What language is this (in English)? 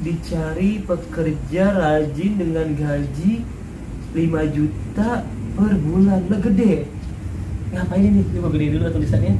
Betawi